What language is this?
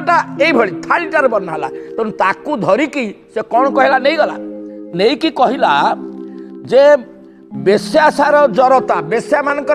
Odia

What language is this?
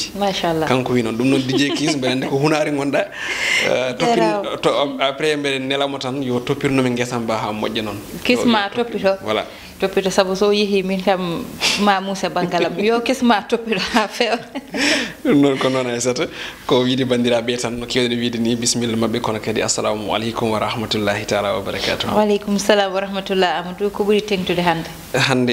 Fula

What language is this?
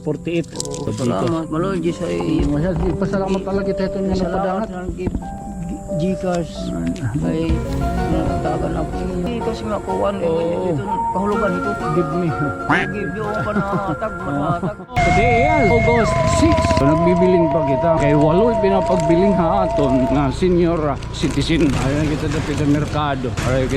Waray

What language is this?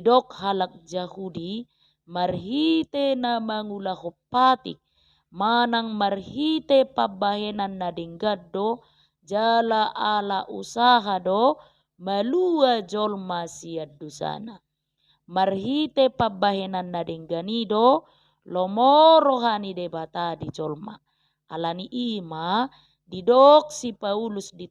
Batak Toba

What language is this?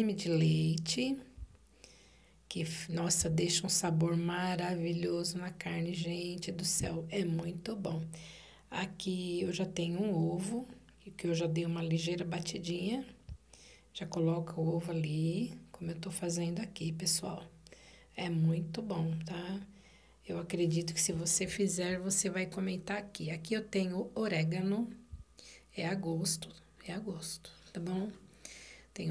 Portuguese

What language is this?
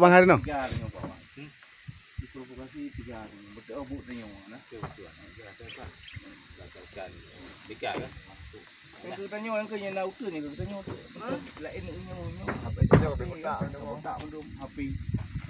Achinese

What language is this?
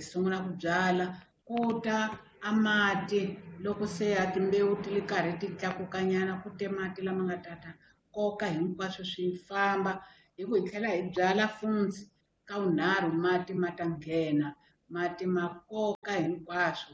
Tsonga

